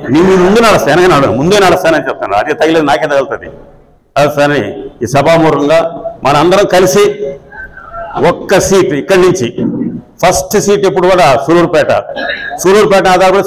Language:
Telugu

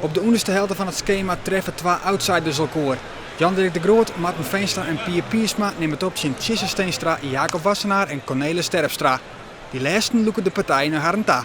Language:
Western Frisian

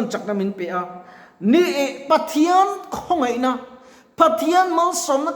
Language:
Mizo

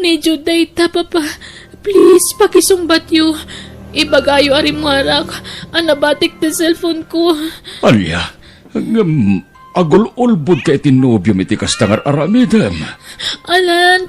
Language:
Iloko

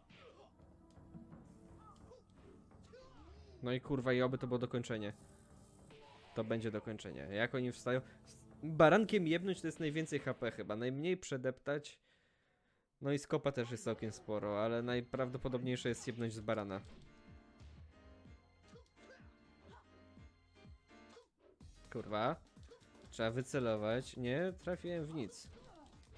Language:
Polish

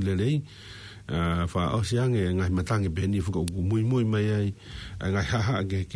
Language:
Tongan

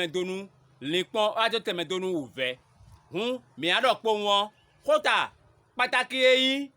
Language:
Fon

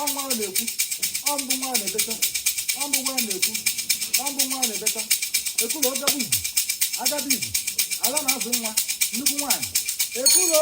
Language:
Igbo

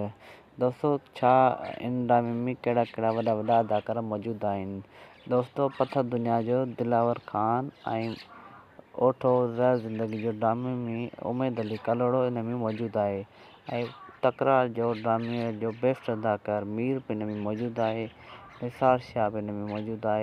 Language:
Sindhi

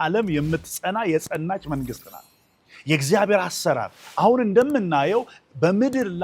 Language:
Amharic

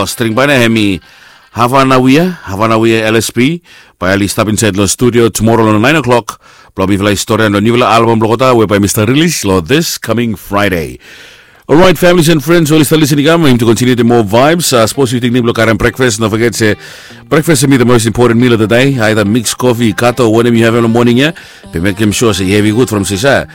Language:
Bislama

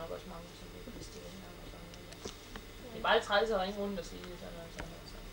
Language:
Danish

